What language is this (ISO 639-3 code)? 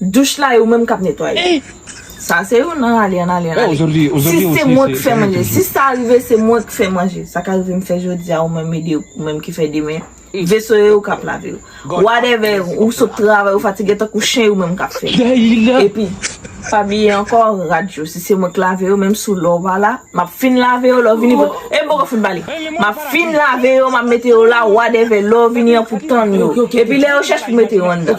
hat